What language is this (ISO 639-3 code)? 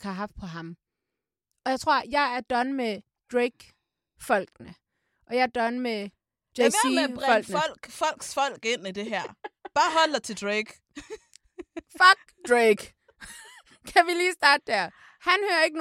dan